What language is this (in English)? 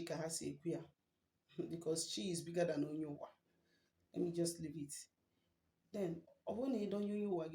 Igbo